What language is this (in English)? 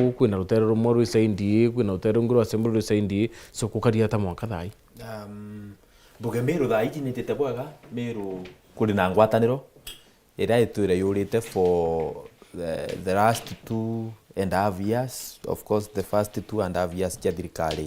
Meru